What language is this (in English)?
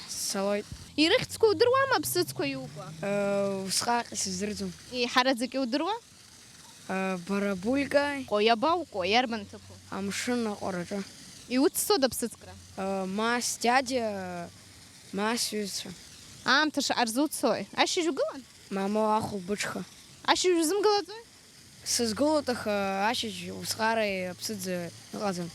Abkhazian